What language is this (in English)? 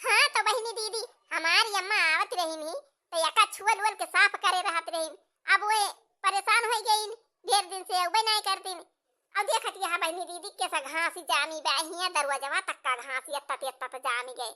Awadhi